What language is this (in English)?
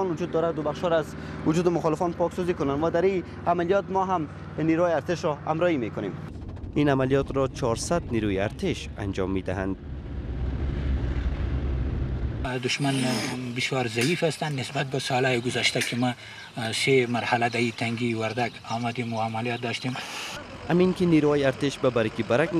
Persian